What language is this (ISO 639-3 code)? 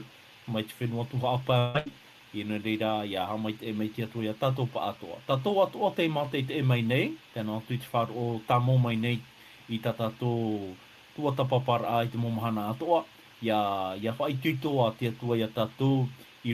tah